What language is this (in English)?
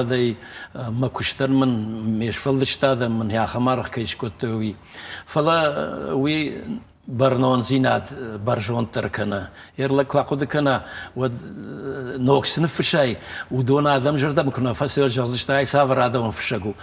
Ossetic